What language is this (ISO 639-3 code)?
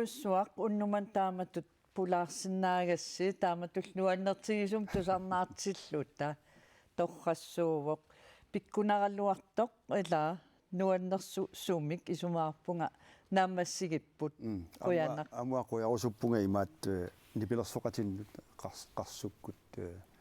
kal